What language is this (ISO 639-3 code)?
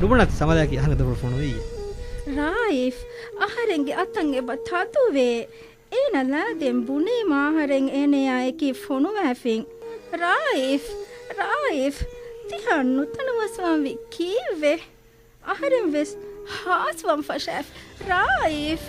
div